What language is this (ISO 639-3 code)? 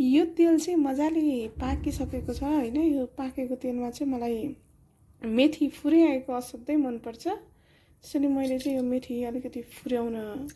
nep